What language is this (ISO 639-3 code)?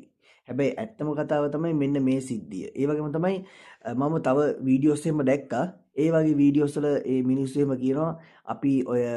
sin